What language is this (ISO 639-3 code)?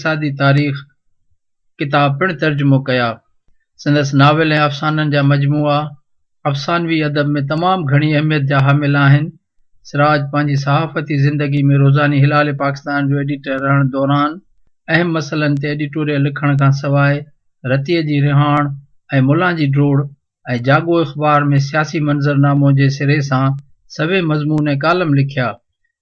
snd